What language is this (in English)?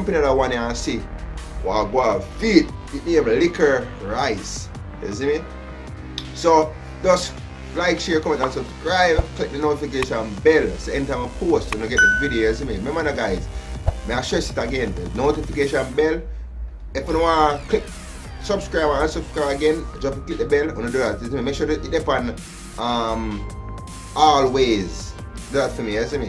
Jamaican Creole English